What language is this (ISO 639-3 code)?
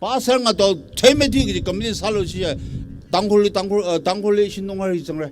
nmf